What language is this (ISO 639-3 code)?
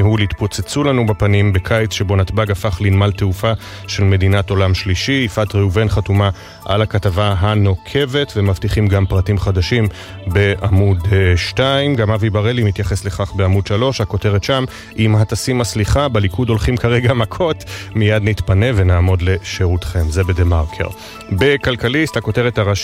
heb